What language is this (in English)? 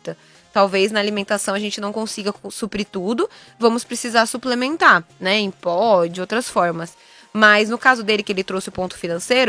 Portuguese